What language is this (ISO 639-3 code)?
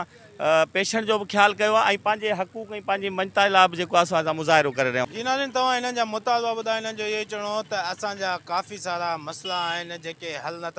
snd